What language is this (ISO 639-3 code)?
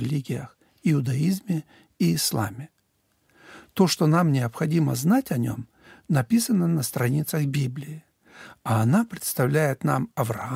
rus